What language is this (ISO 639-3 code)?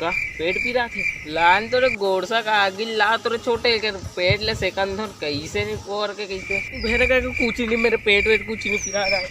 hne